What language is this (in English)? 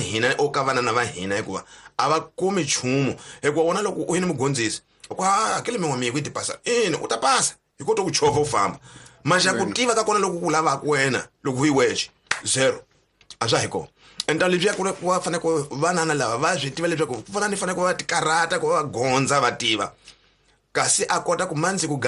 Tsonga